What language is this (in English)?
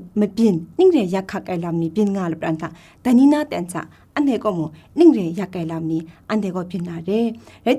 Kachin